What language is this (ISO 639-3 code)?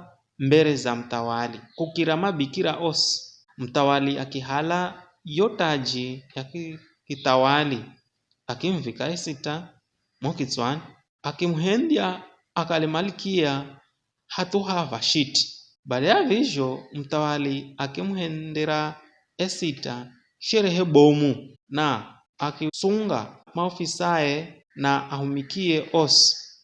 nyf